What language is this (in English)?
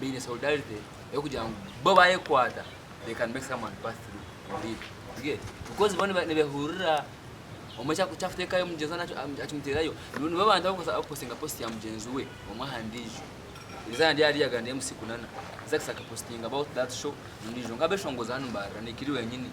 Nyankole